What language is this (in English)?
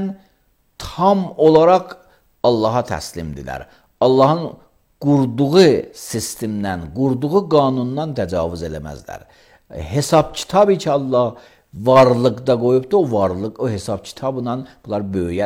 Azerbaijani